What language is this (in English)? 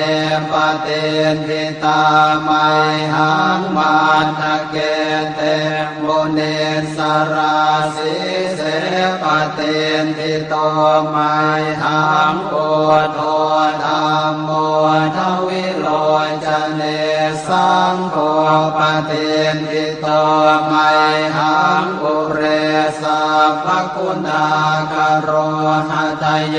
Pali